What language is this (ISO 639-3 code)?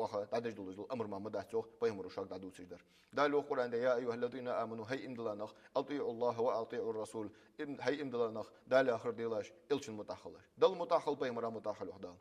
inh